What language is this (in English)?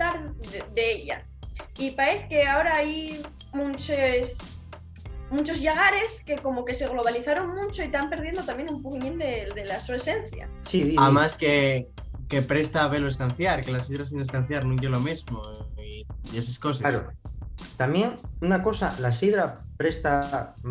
Asturian